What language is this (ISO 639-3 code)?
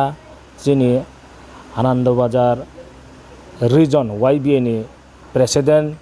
ria